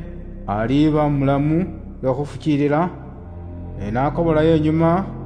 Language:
Luyia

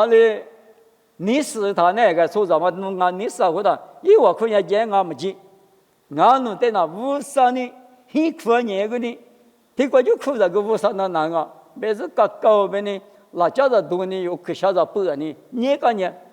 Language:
Lisu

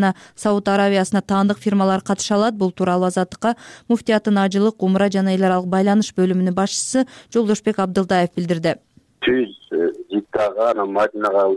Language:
Kyrgyz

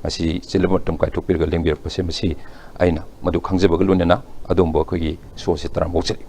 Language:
Manipuri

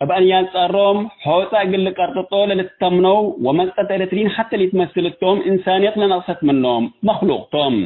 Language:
Tigre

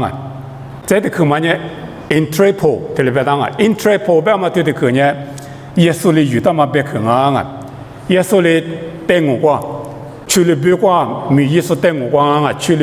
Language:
Lisu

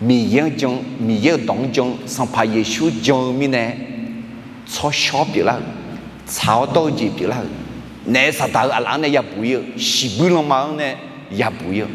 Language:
Akha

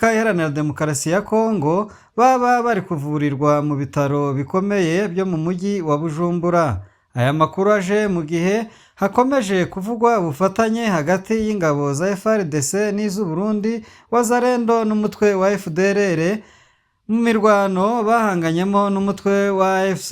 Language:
Kinyarwanda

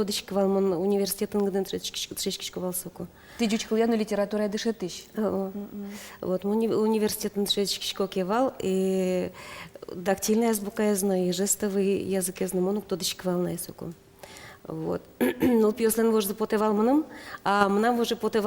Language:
Udmurt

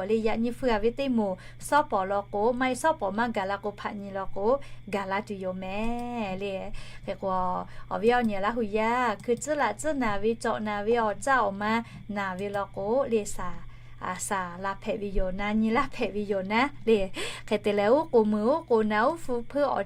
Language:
Lahu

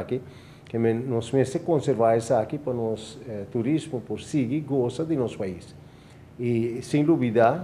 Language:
Papiamento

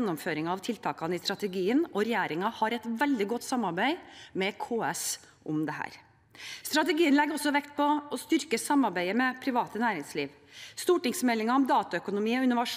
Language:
Norwegian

